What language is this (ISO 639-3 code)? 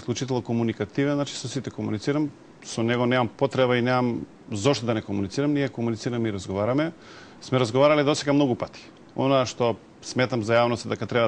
mkd